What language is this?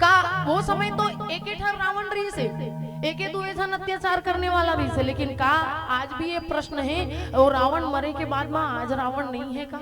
Chhattisgarhi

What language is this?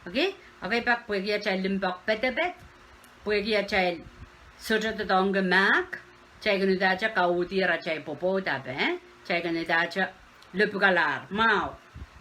Pohnpeian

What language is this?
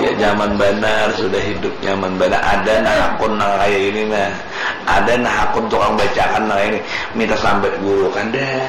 Banjar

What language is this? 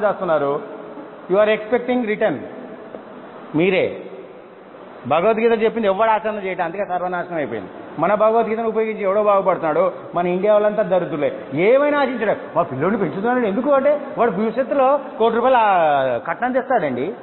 Telugu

